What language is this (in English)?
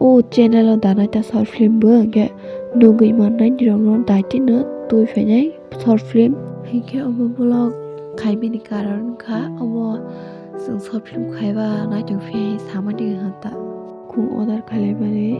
Kok Borok